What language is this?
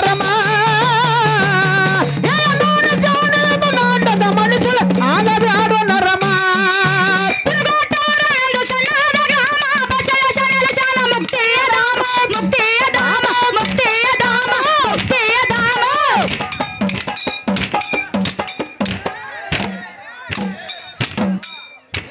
Kannada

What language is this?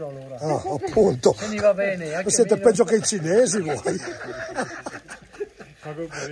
Italian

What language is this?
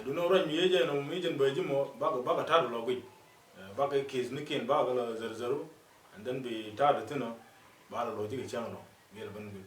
Nuer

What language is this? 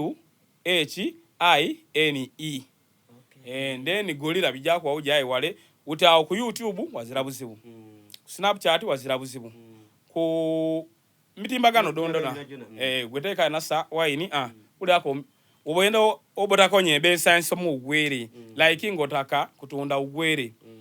Soga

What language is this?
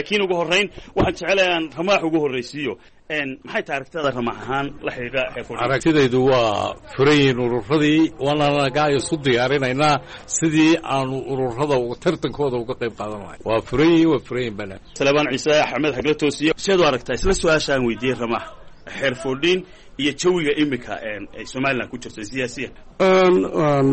Somali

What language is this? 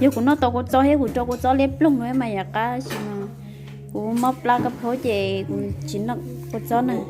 Hmong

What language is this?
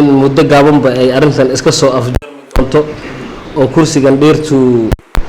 Somali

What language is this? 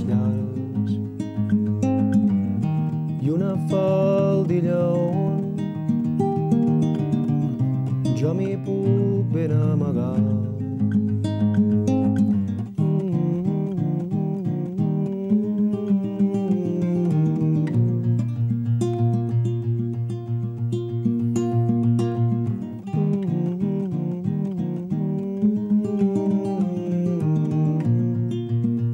Catalan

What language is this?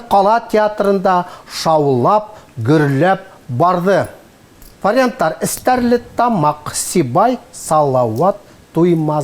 Bashkir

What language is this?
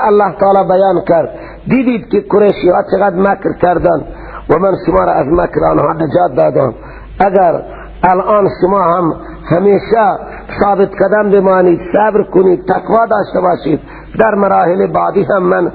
Persian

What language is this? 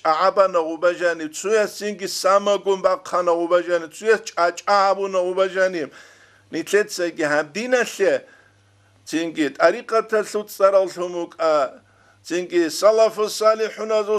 Avaric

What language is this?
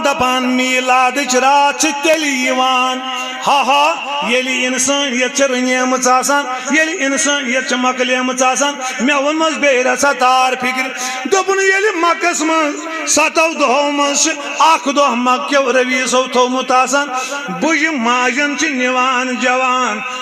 Kashmiri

